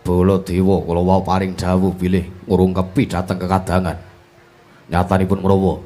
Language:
Javanese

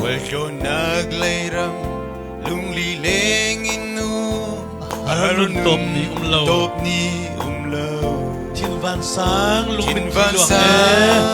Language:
Falam Chin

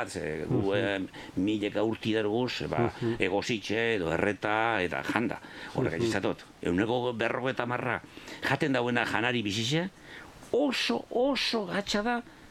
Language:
Basque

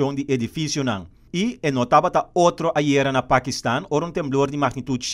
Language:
Papiamento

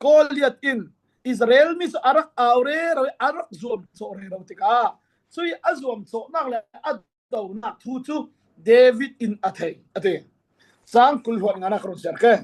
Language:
Falam Chin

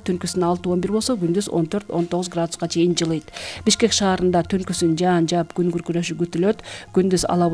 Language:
Kyrgyz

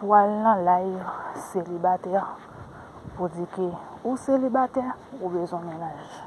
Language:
Haitian Creole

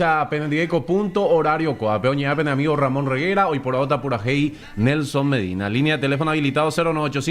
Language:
Guarani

